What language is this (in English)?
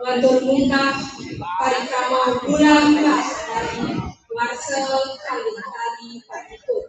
Balinese